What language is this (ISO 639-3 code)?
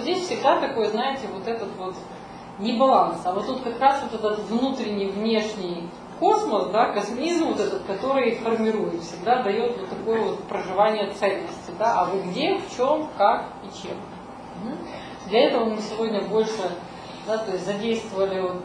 rus